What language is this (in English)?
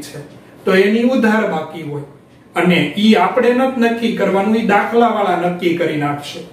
Gujarati